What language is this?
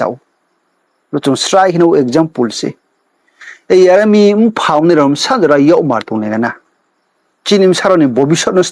Riang (India)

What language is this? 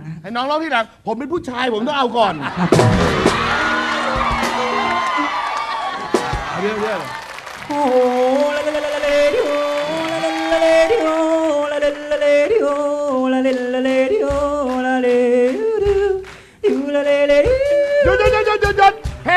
Thai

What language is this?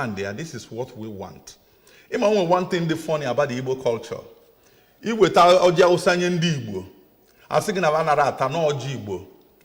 Igbo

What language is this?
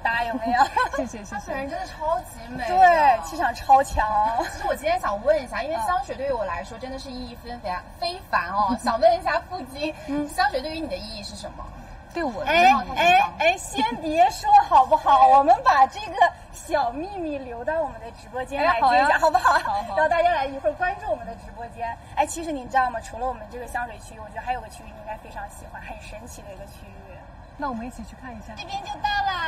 Chinese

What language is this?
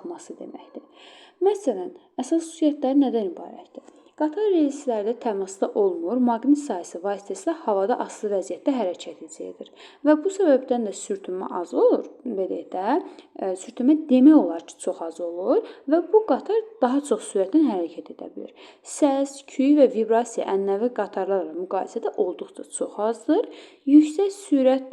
Azerbaijani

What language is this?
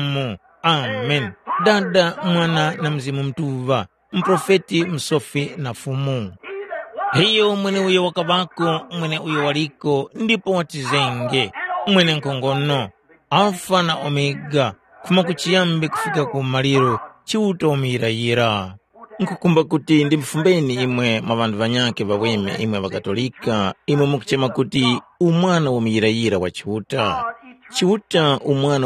Tumbuka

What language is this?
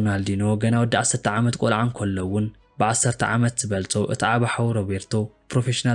Tigrinya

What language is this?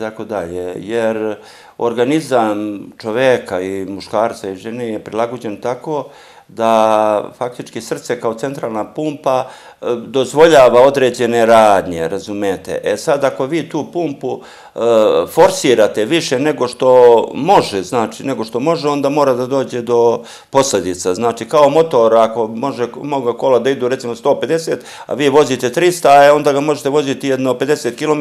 Serbian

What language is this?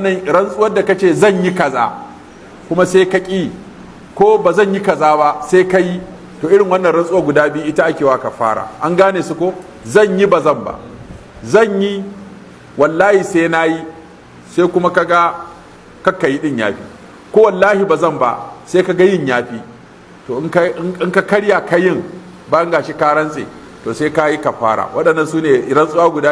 Hausa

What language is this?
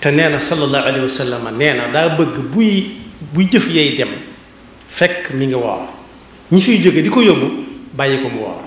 Wolof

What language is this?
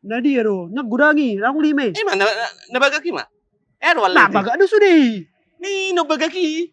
Batak Toba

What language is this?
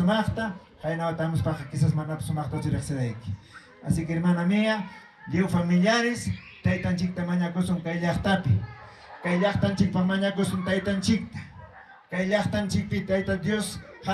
Ayacucho Quechua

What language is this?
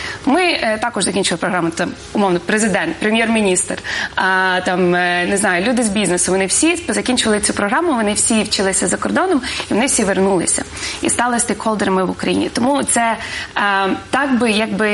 Ukrainian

